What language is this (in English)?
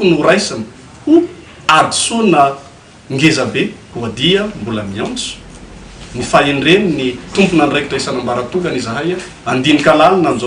Malagasy